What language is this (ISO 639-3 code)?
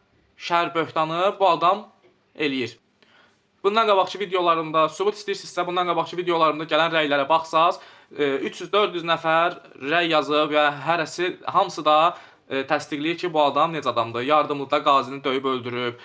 aze